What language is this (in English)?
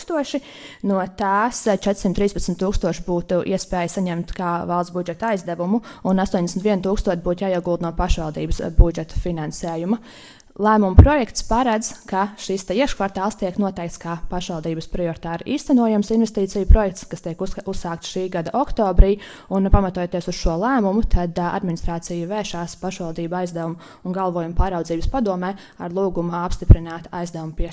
Latvian